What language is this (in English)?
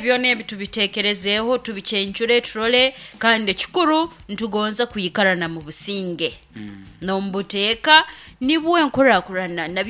Nyankole